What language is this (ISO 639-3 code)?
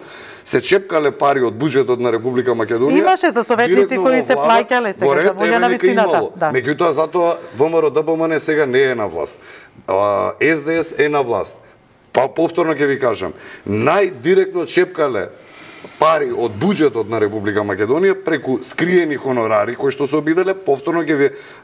mkd